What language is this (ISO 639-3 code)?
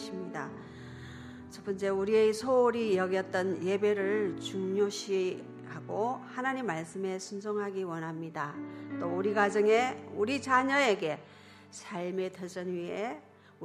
kor